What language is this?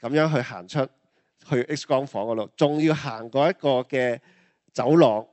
Cantonese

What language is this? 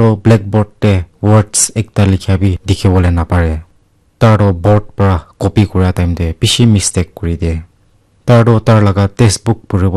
Naga Pidgin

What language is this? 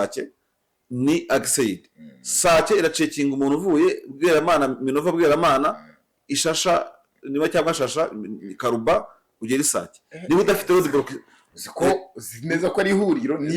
Kinyarwanda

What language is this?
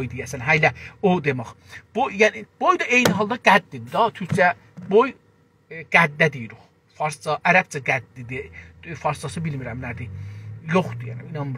South Azerbaijani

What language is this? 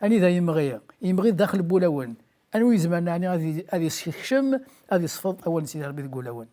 Kabyle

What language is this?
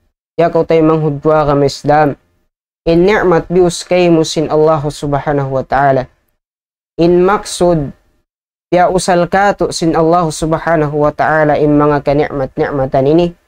Tausug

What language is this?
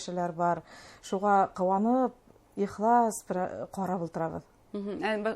Bashkir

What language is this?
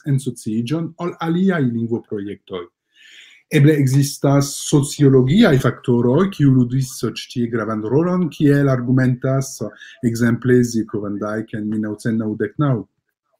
Esperanto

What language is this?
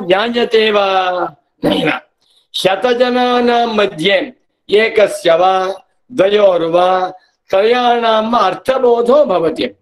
Sanskrit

